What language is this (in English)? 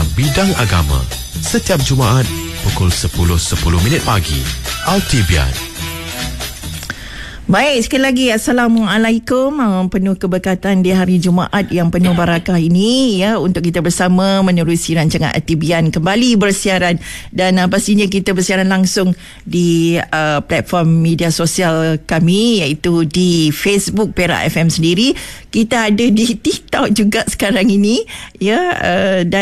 Malay